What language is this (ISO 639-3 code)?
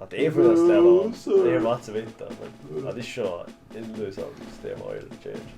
fao